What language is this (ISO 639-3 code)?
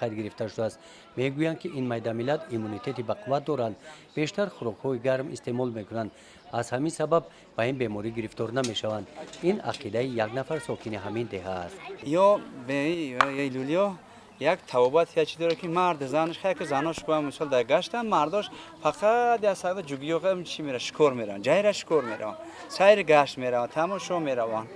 tgk